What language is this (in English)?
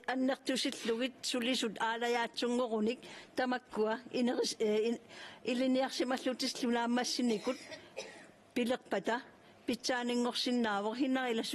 Kalaallisut